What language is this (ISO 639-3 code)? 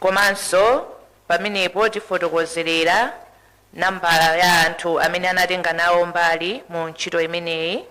nya